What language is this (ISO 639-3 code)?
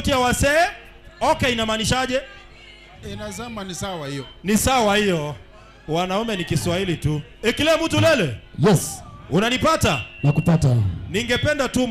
guz